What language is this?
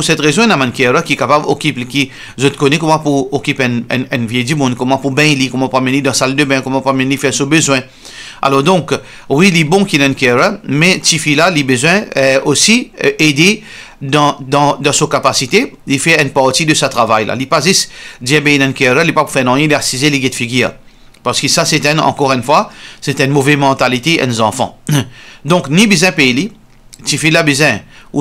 Morisyen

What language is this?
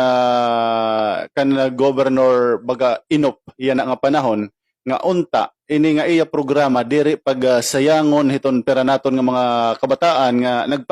Waray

